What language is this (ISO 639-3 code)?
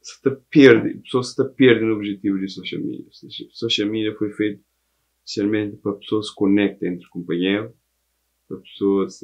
kea